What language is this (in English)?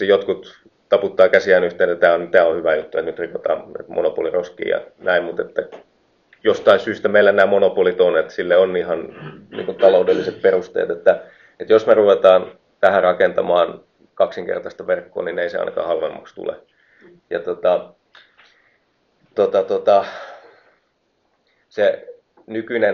Finnish